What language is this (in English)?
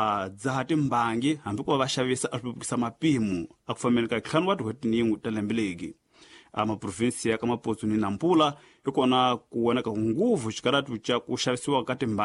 Tsonga